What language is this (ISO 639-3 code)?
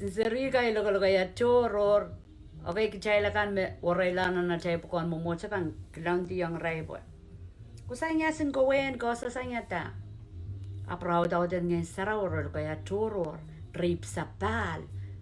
pon